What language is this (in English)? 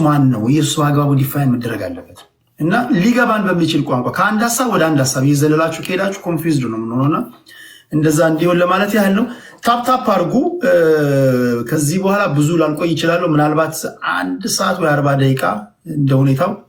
Amharic